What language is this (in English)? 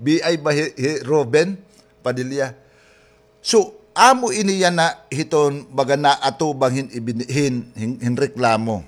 Waray